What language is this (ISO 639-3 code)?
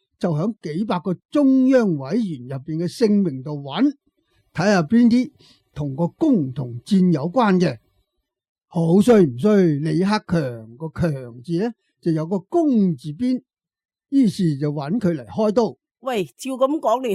yue